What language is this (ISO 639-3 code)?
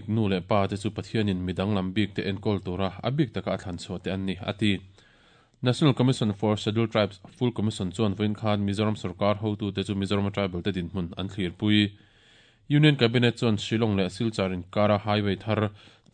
lus